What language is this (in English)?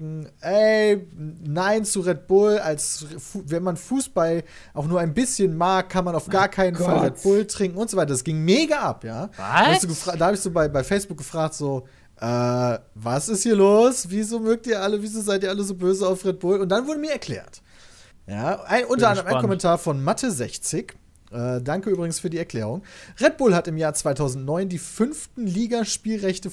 German